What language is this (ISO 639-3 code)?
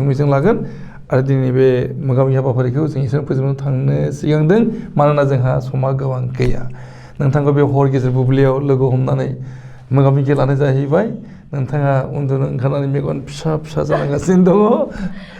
brx